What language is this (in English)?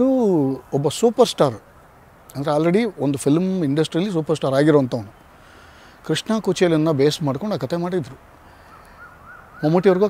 Kannada